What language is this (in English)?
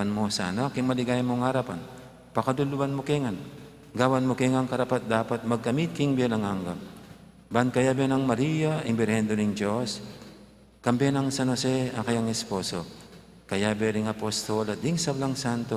Pampanga